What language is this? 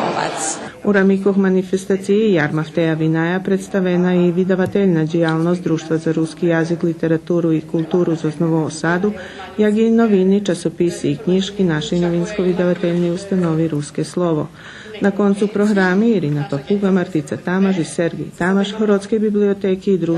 Rusyn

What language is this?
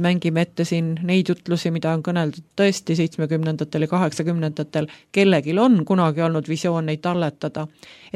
Estonian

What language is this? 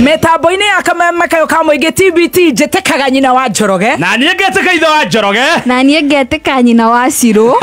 Kikuyu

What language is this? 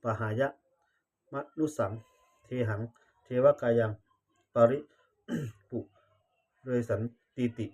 Pali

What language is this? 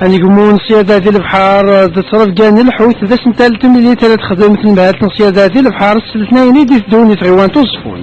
Kabyle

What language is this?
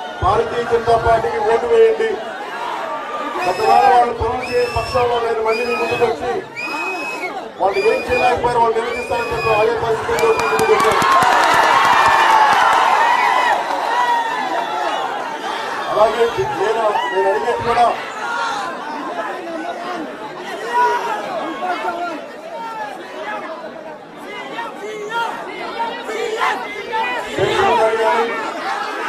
Telugu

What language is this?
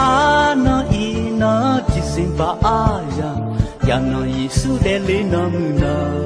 Akha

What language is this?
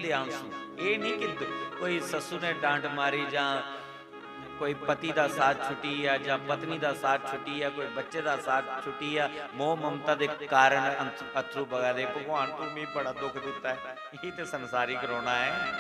Dogri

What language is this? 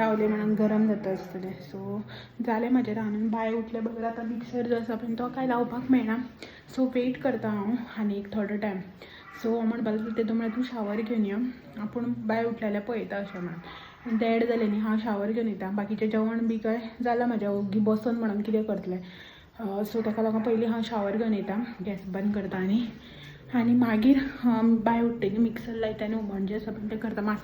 Konkani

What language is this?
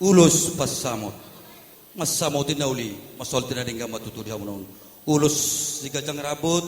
Batak Toba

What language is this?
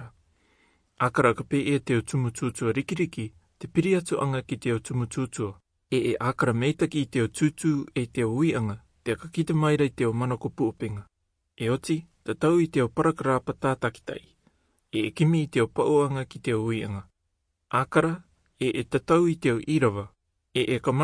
Rarotongan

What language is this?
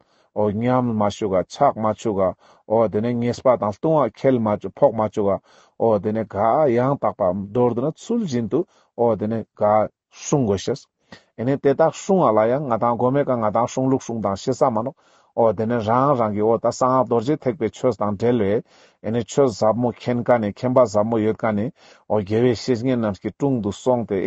Ladakhi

